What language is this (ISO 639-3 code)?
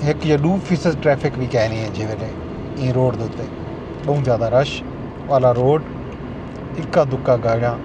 skr